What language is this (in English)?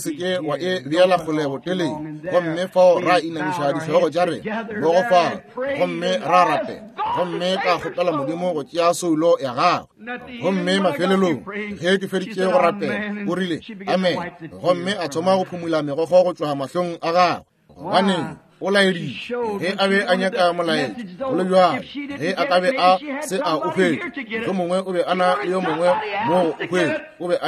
Northern Sotho